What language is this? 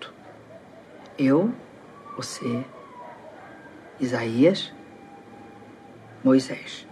Portuguese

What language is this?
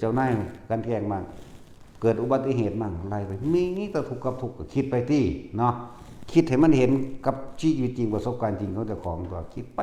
Northeastern Thai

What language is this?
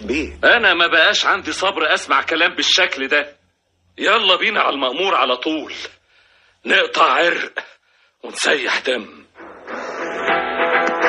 Egyptian Arabic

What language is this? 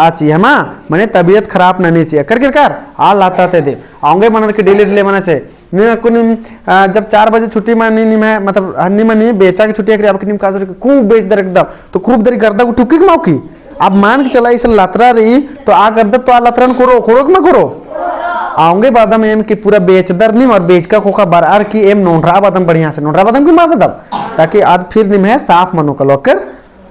Kurukh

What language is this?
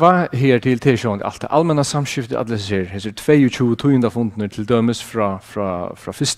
Faroese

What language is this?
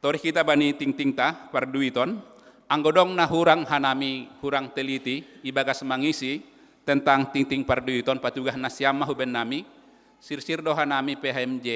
Batak Simalungun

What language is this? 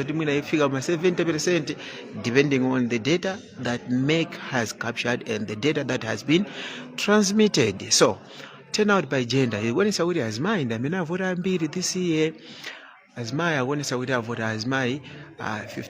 Nyanja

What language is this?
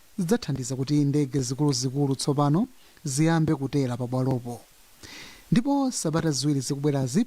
Nyanja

